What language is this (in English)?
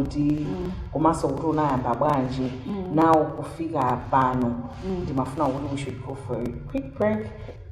Nyanja